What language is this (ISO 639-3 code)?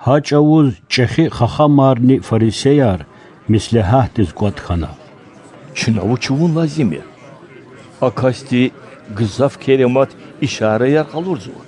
lez